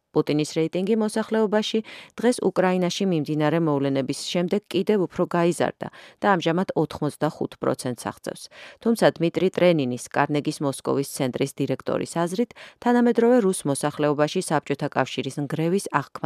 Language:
Georgian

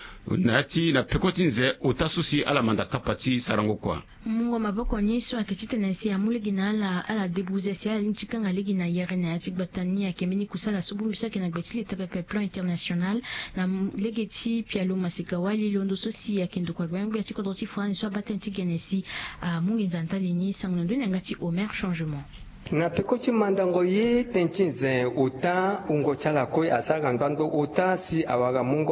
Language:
Sango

